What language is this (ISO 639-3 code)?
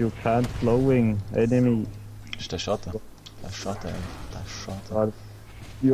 gsw